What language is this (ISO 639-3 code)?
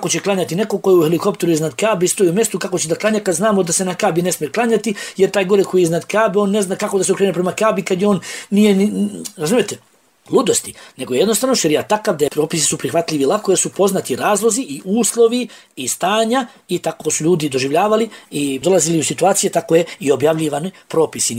bos